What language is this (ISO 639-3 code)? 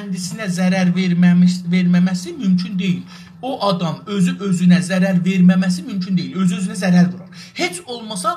azb